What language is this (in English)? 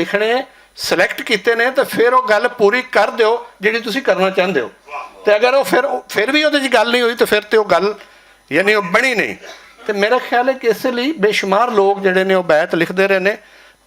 Western Panjabi